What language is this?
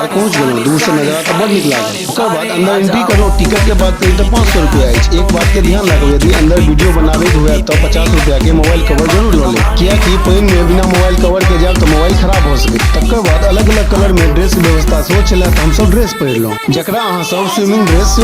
Maithili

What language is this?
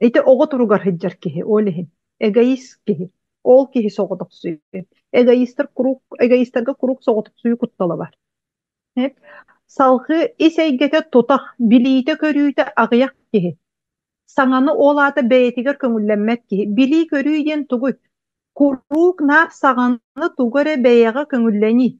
Yakut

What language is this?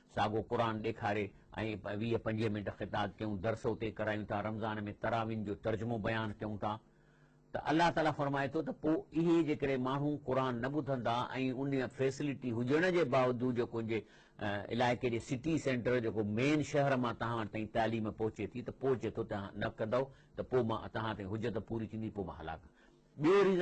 Sindhi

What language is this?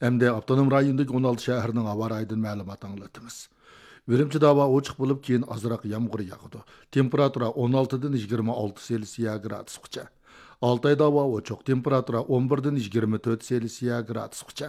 Uyghur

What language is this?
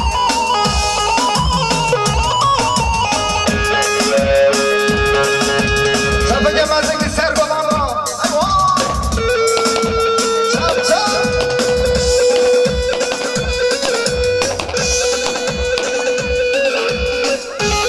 Turkish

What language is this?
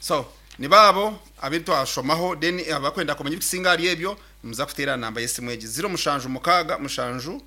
Nyankole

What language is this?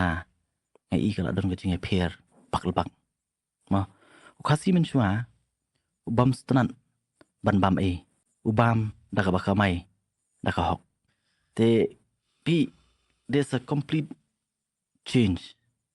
Khasi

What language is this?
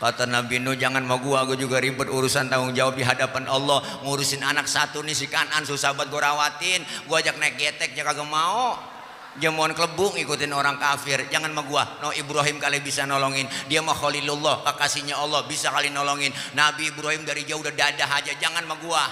Betawi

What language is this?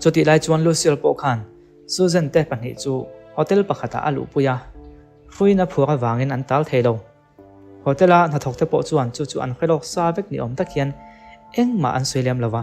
Mizo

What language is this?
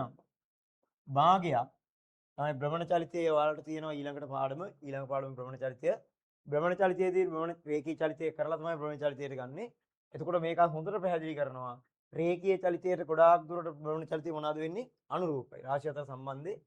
Sinhala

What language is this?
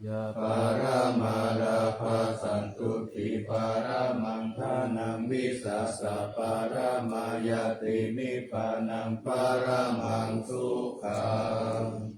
Pali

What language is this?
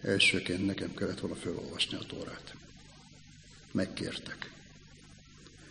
Hungarian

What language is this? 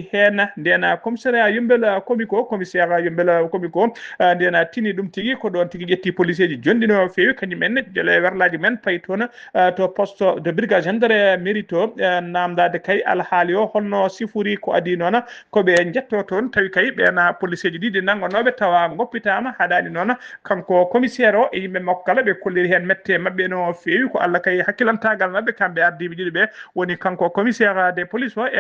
Fula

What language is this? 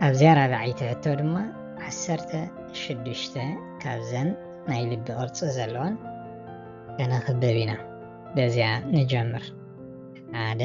Tigrinya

